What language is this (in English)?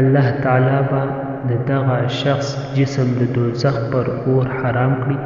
Pashto